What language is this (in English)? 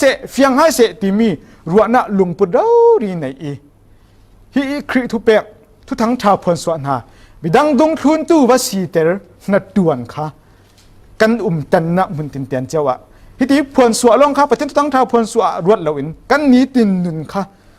Falam Chin